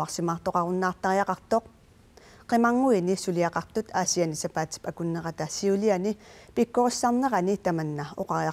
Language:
Kalaallisut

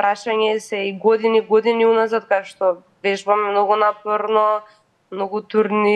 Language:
Macedonian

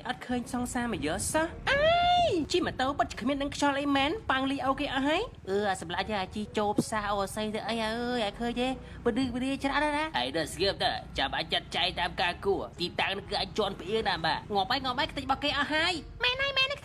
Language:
Khmer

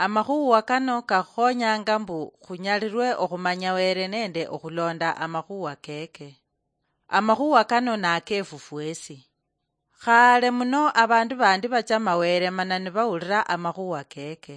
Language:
Luyia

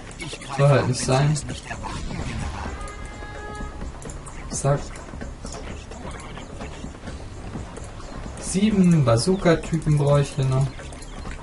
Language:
German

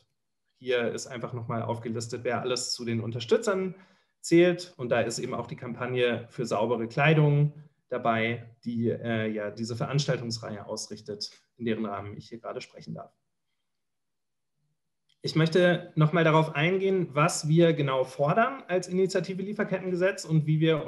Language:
German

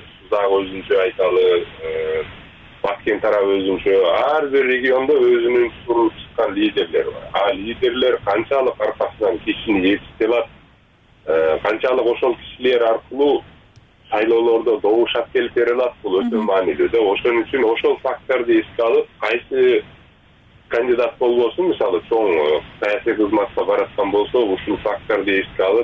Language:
Kyrgyz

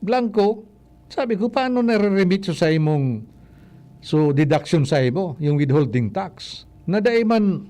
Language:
Bikol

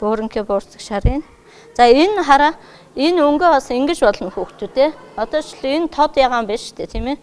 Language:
Mongolian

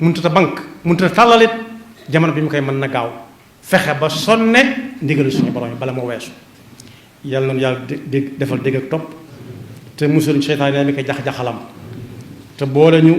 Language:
Wolof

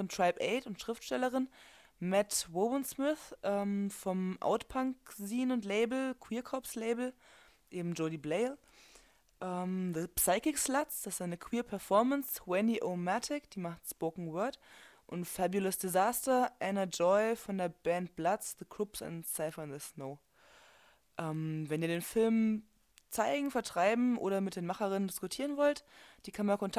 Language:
German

